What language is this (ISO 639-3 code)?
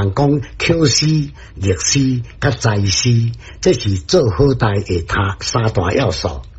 nan